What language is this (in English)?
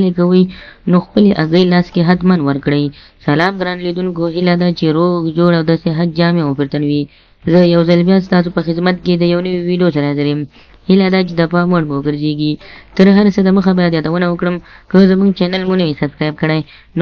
Pashto